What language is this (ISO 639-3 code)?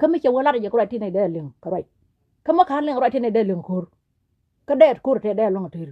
nus